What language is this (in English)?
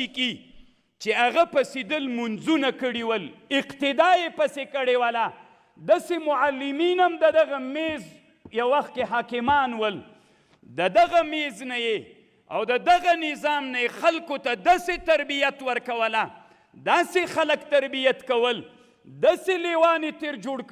Pashto